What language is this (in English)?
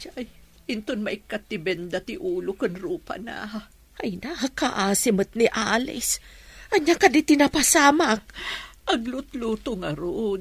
Iloko